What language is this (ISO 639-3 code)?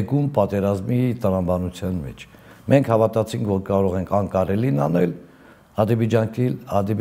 hye